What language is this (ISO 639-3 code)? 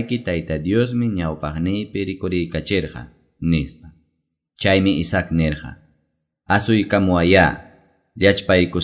que